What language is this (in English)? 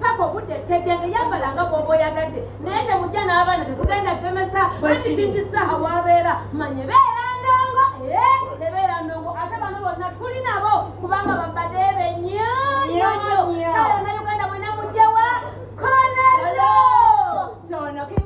Ganda